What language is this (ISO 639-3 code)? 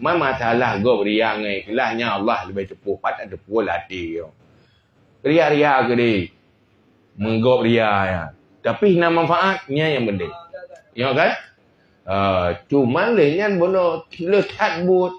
ace